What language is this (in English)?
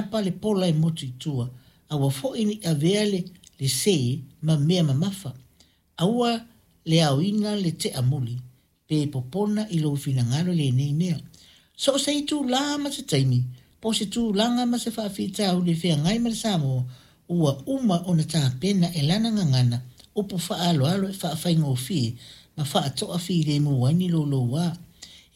Samoan